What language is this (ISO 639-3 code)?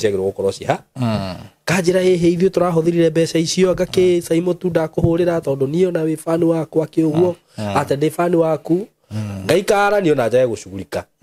kik